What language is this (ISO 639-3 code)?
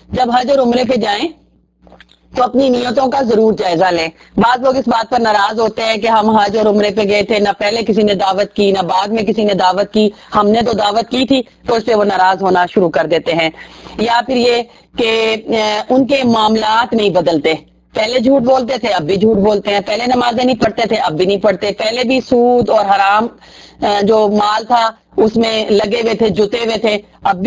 urd